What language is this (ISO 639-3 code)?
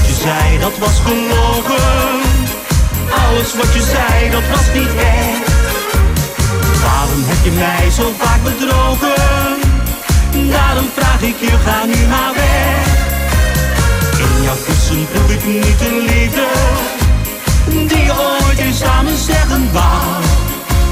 nld